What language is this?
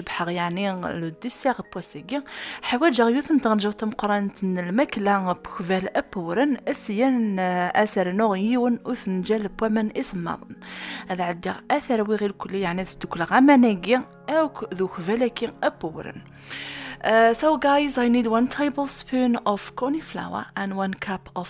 Kabyle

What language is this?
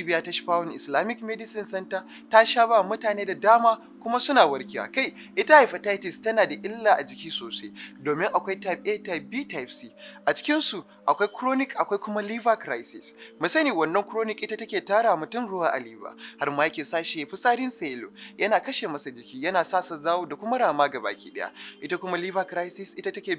Hausa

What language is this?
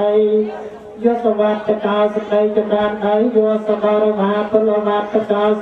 Khmer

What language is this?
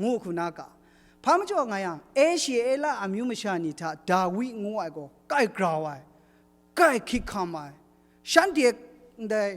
Kachin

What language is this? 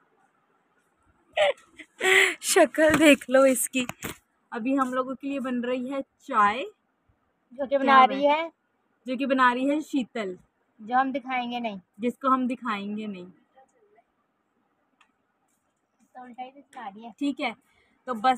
Hindi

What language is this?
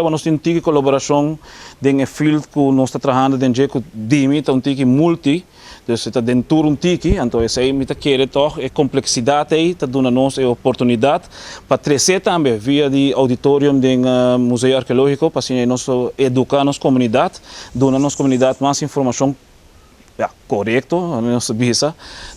Papiamento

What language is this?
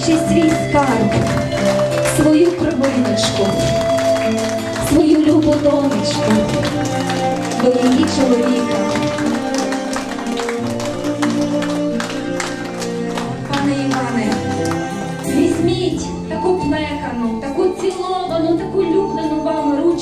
Ukrainian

